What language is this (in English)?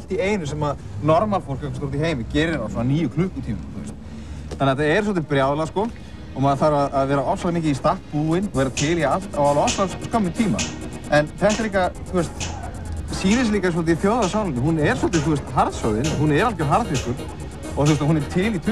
Icelandic